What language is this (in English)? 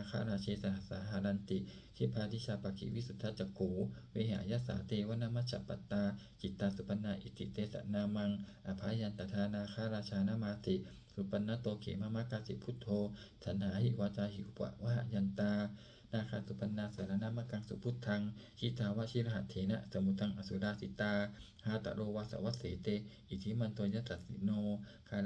Pali